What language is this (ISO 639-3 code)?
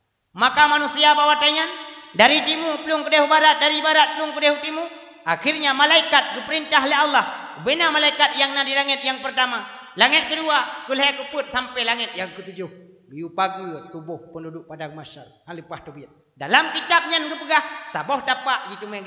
ace